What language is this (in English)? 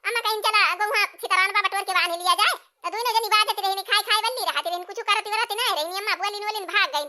Awadhi